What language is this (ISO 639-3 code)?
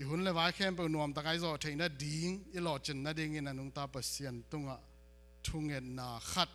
ctd